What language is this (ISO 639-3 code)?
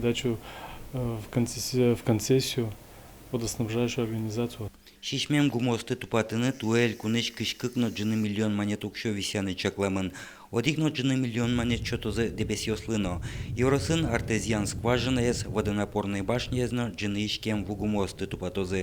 udm